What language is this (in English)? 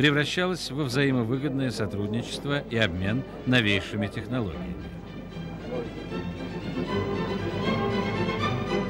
Russian